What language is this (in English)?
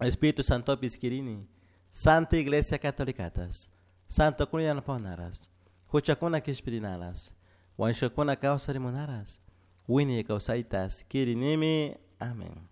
Chimborazo Highland Quichua